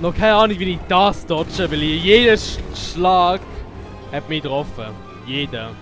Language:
Swiss German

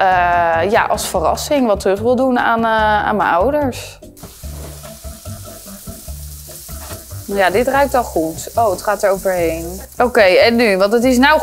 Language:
Dutch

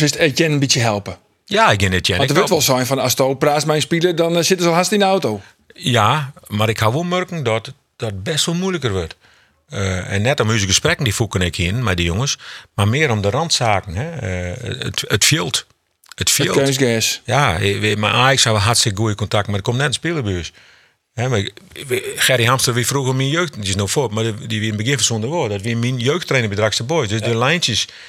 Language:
Western Frisian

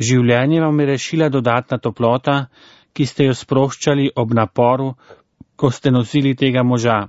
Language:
Slovenian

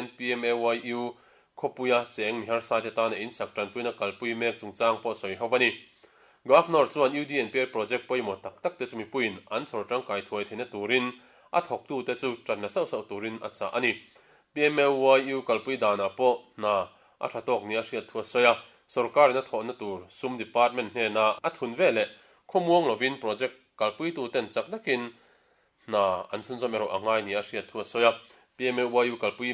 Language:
Mizo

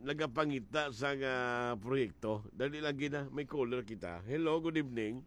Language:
Hiligaynon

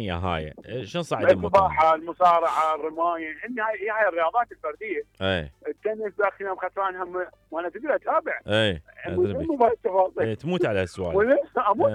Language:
Mesopotamian Arabic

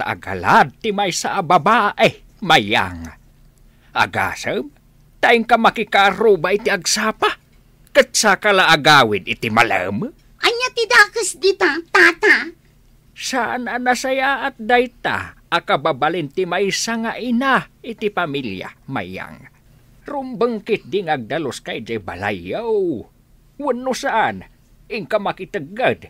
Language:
Iloko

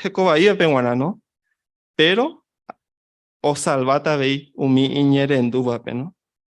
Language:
Guarani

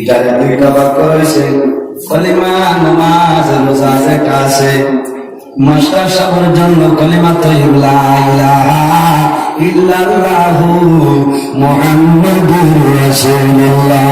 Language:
Sylheti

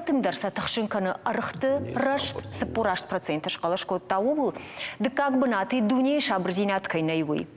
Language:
Ossetic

